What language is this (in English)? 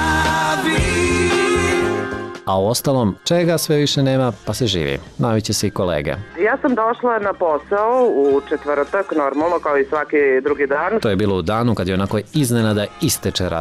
Serbian